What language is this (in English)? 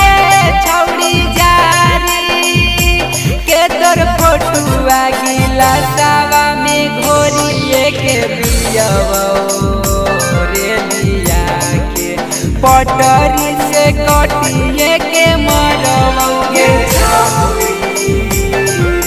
Bhojpuri